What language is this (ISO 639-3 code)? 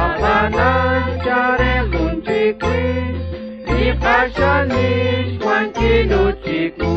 kek